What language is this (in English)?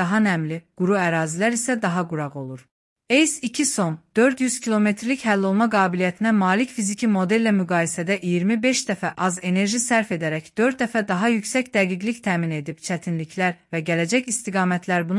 Azerbaijani